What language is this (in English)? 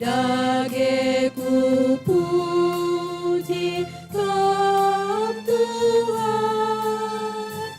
Batak Karo